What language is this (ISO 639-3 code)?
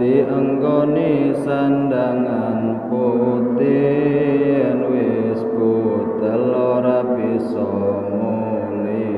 jav